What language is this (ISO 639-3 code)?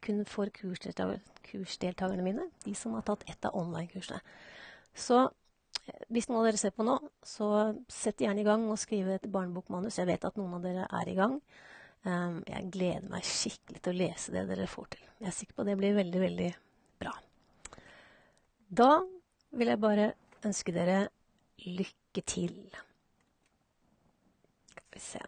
nor